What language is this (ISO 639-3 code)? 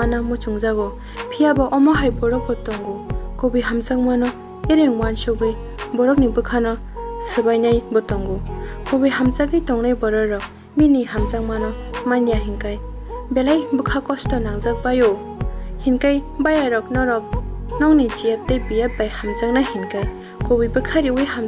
trp